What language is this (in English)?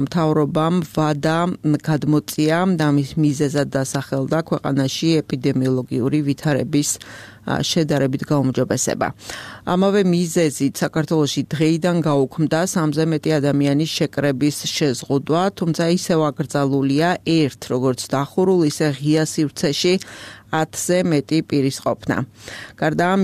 Georgian